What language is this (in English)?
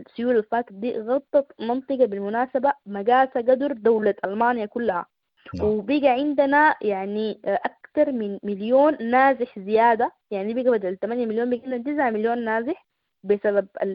Sudanese Arabic